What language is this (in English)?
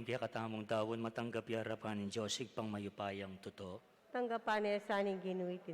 Pampanga